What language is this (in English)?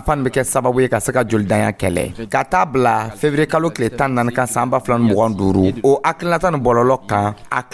Dyula